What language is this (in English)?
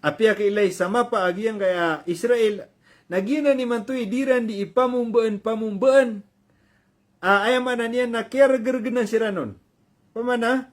Maranao